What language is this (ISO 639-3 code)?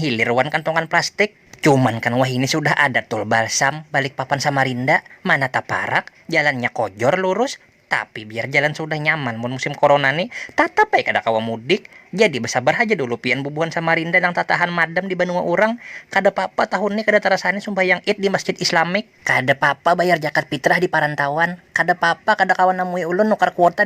bjn